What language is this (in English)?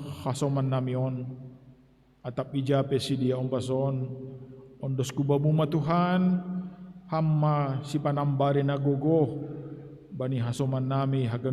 Batak Simalungun